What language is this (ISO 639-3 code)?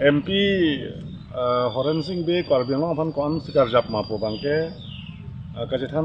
mjw